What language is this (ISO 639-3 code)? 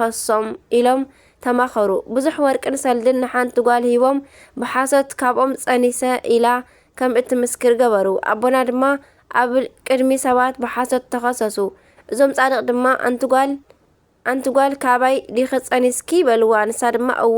tir